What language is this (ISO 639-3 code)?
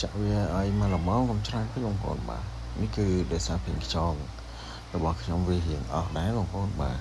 khm